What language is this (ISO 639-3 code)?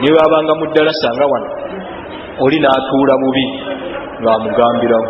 lug